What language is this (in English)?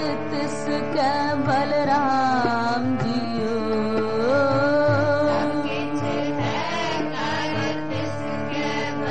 Punjabi